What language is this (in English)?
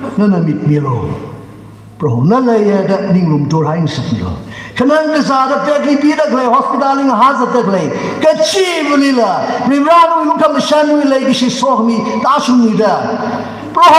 Tangkhul Naga (India)